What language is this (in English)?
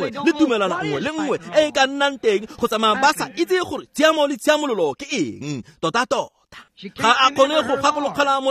Tswana